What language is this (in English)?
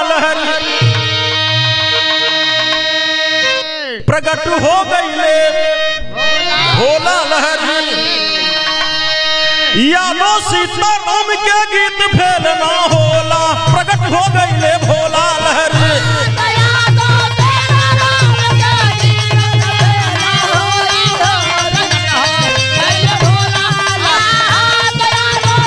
Bhojpuri